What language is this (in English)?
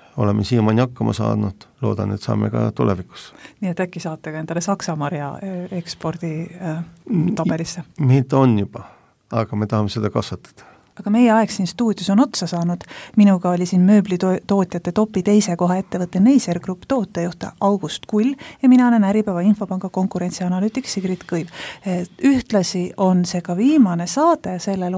Estonian